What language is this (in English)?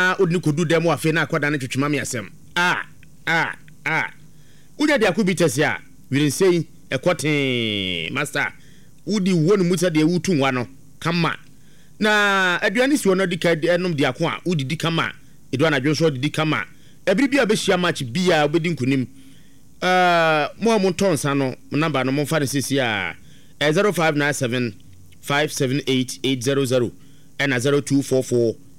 Akan